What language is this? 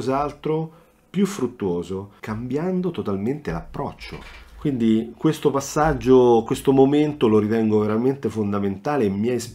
Italian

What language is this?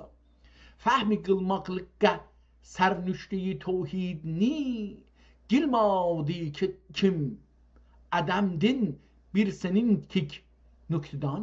South Azerbaijani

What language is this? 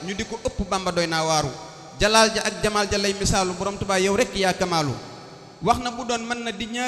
Wolof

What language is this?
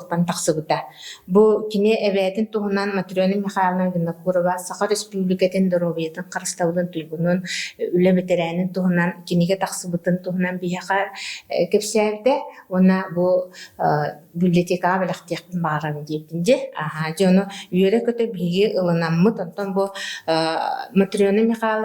Yakut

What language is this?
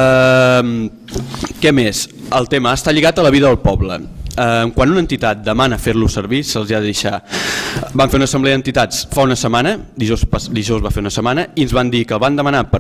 Catalan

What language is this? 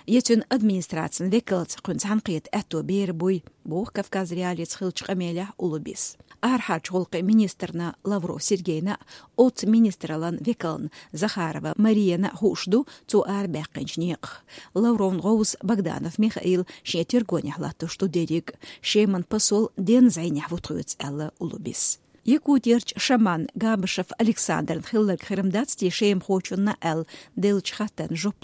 Chechen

